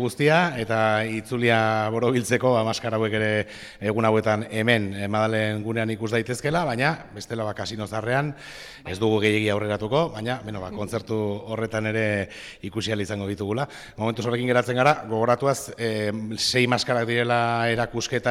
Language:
Basque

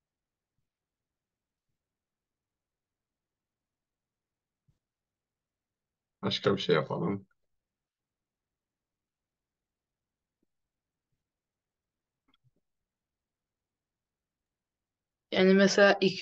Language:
Turkish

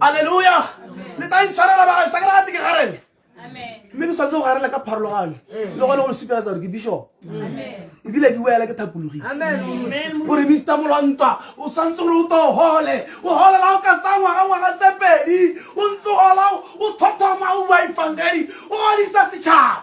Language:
Tswana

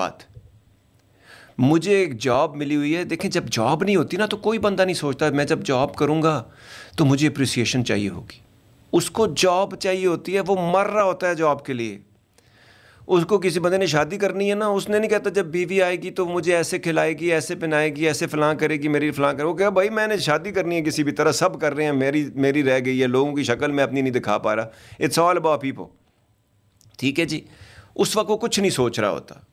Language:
Urdu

